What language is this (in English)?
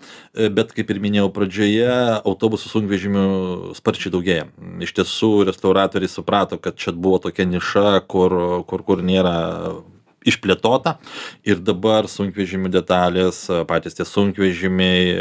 Lithuanian